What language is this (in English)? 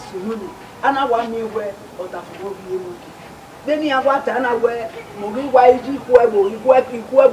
Bini